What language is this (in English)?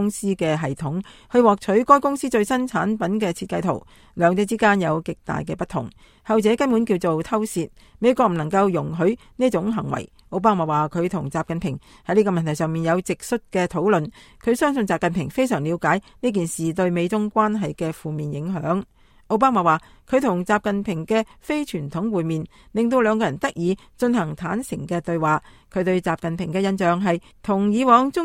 Cantonese